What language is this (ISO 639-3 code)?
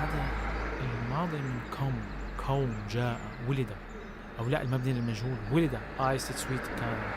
apc